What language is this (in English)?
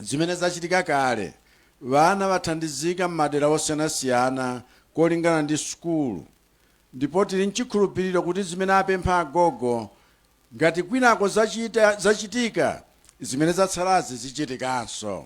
Nyanja